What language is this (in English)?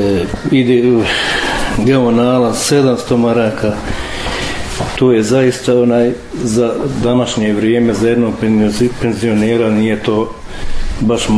Bosnian